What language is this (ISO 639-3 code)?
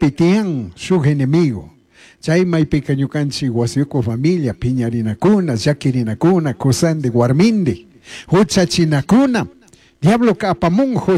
qug